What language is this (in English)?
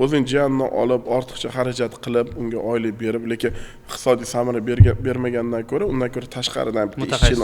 Uzbek